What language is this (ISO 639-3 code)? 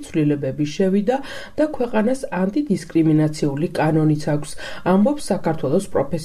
kat